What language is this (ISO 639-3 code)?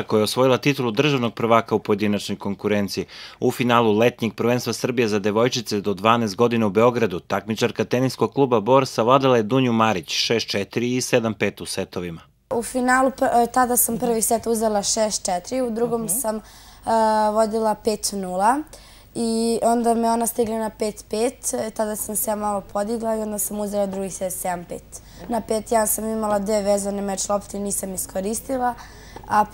srp